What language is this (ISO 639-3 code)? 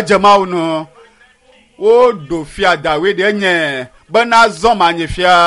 ewe